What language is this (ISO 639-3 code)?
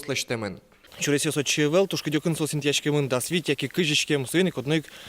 udm